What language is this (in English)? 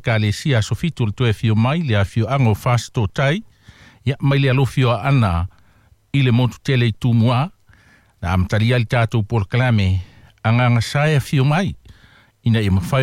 Samoan